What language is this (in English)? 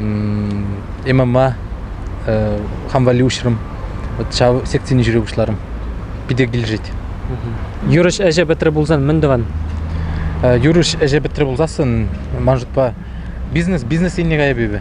Chuvash